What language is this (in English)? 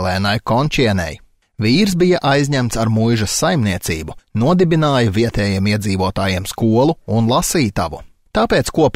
Latvian